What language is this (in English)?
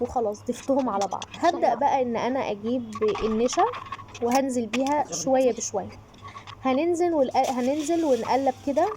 Egyptian Arabic